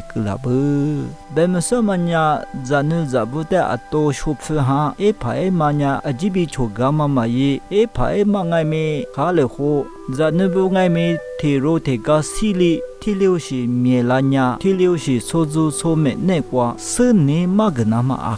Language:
Lisu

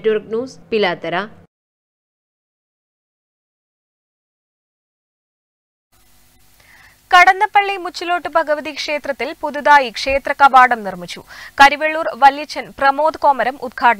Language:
Malayalam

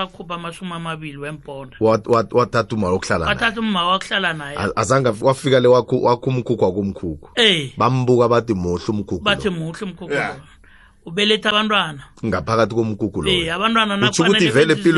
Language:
South Ndebele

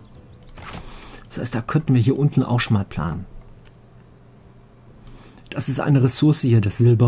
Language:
German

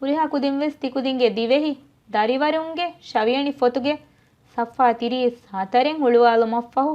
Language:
Divehi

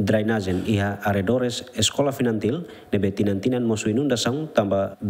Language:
Tetum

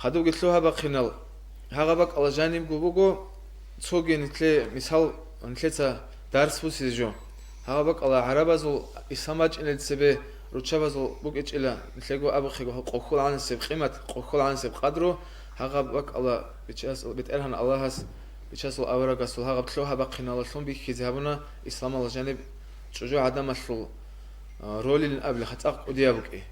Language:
Avaric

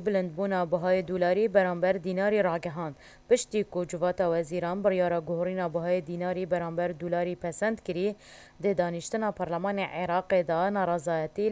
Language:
Kurdish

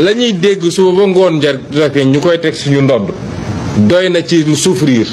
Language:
Wolof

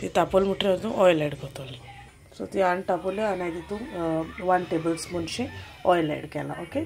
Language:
Konkani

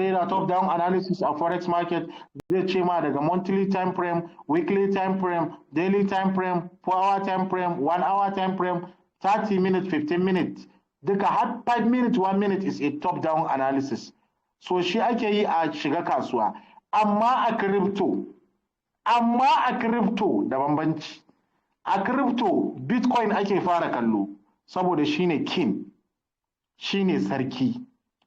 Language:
Hausa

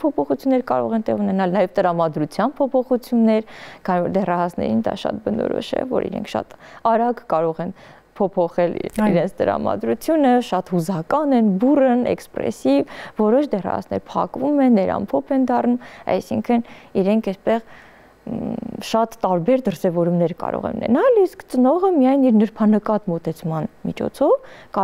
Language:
Armenian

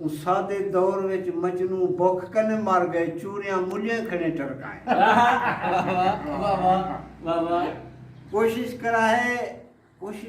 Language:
Saraiki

